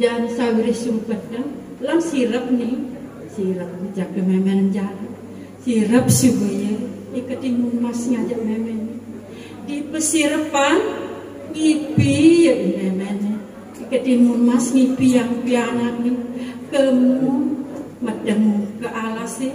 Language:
Balinese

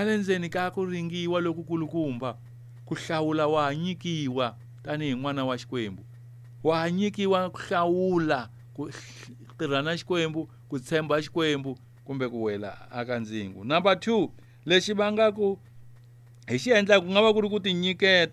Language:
Tsonga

